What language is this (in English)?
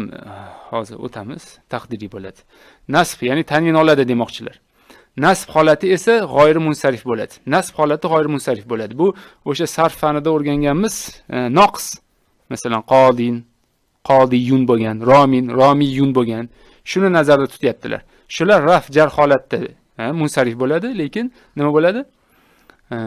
Uzbek